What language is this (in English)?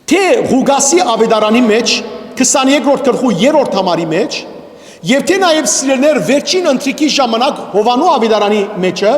Western Armenian